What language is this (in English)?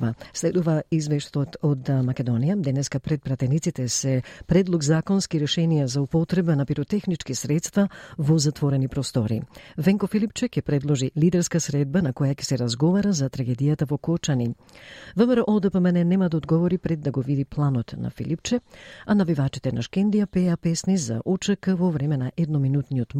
Macedonian